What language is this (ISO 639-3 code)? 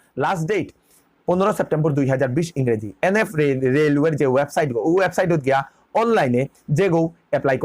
bpy